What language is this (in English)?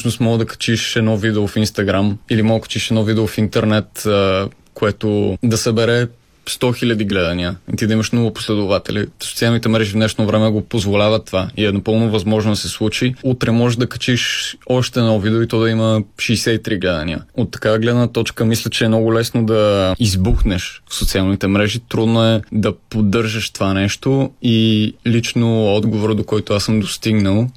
Bulgarian